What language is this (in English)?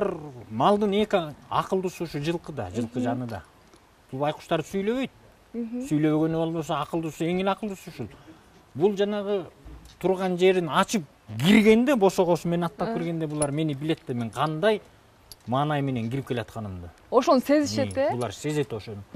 Kyrgyz